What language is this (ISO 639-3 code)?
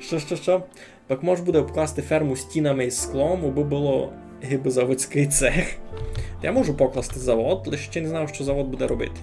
rue